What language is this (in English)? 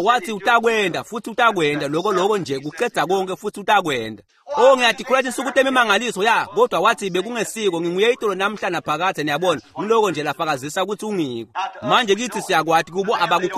Swati